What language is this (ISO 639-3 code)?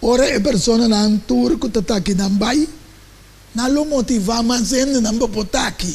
pap